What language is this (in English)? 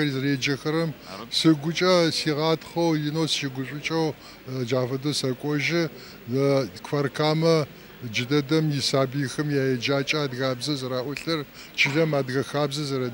Adyghe